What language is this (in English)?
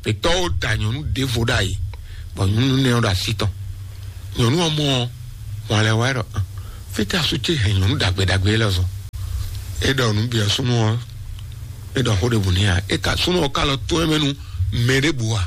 Fon